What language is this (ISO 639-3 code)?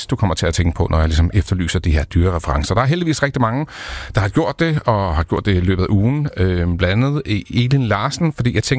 dan